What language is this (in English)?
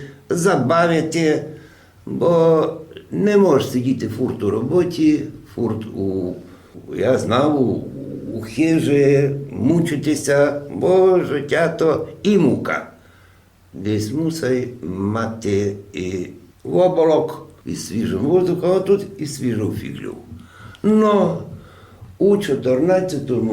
Rusyn